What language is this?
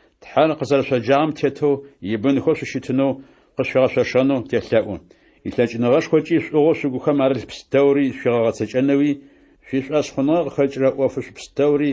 Adyghe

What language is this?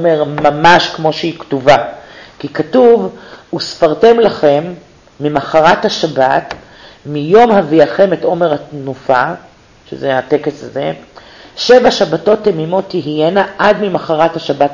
Hebrew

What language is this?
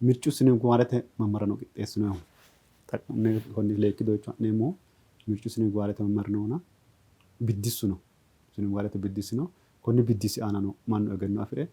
Sidamo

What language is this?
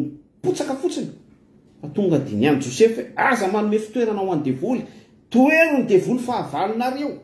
Malagasy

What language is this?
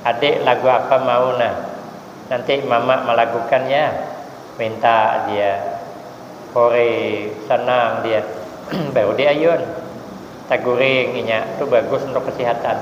Banjar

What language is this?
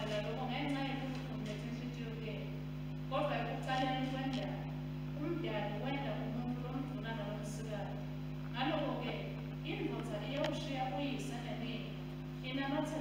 Swati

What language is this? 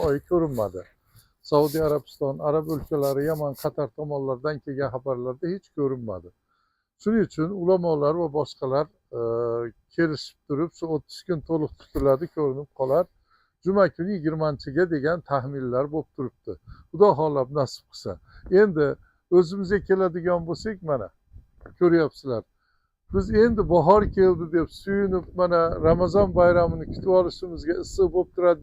Uzbek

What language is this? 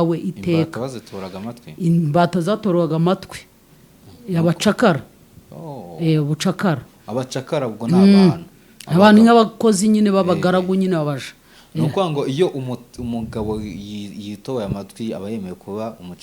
Kinyarwanda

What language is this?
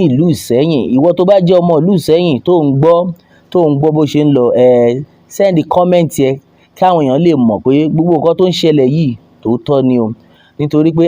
Yoruba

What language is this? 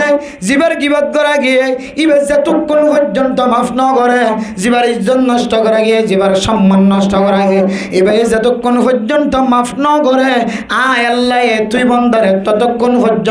Rohingya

